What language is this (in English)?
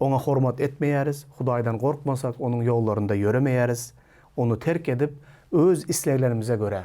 Turkmen